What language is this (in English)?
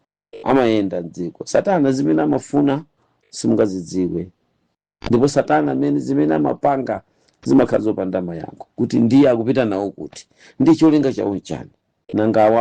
Nyanja